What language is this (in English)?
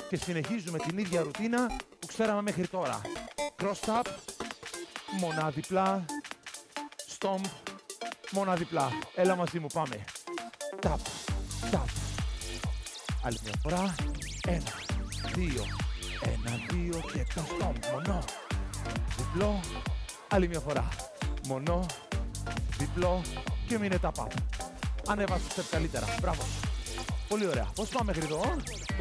Greek